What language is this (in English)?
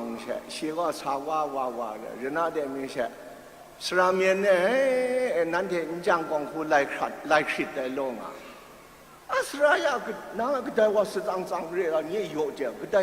Kachin